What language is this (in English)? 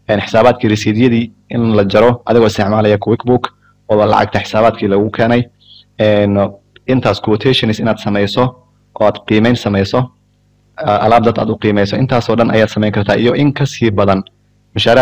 Somali